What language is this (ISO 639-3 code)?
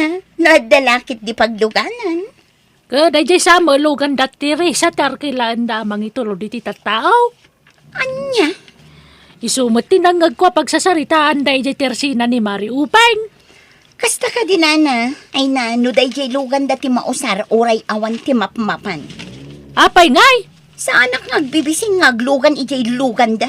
ilo